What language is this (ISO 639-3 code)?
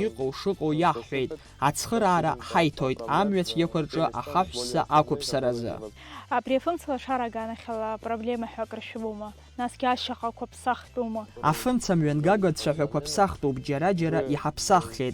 abk